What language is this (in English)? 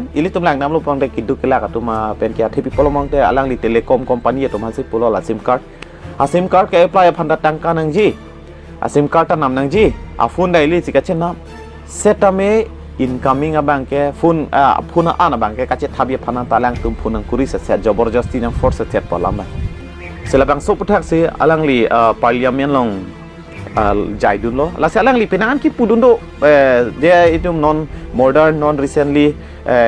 Karbi